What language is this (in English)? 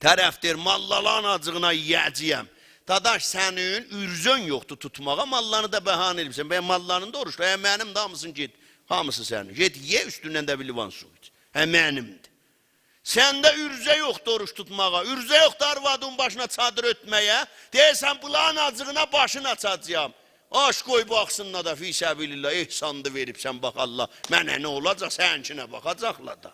South Azerbaijani